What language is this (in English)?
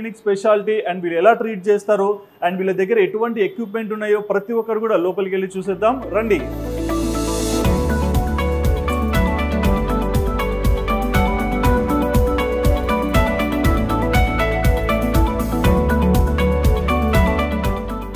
Telugu